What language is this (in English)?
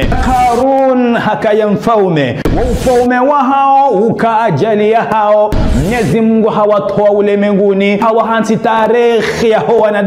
Ngazidja Comorian